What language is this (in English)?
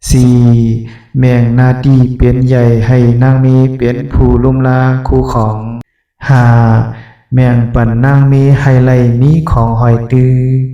Shan